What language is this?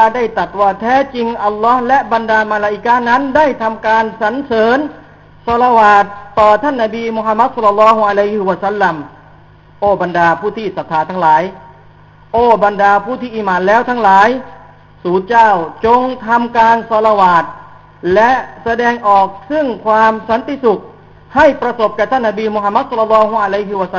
Thai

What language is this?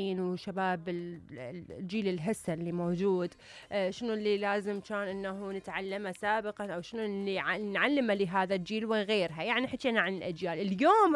Mesopotamian Arabic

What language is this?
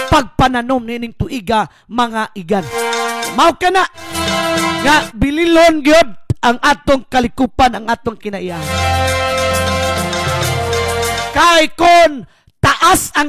Cebuano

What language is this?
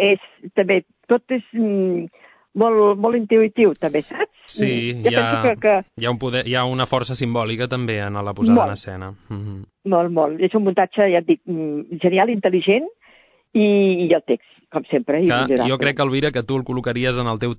Catalan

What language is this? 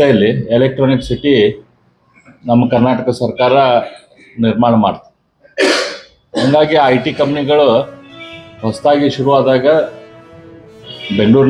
Kannada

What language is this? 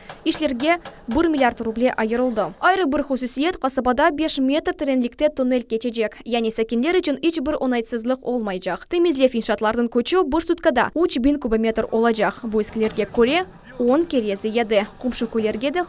Crimean Tatar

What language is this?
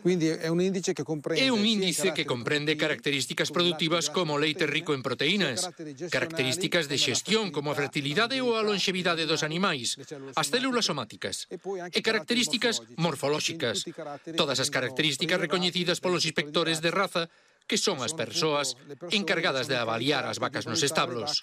Galician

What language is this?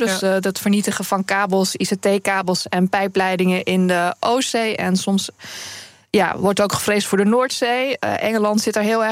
Dutch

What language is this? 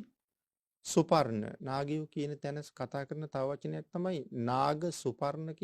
Sinhala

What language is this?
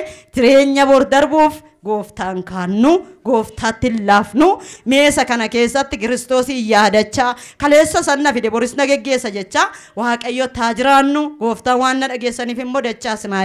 Oromo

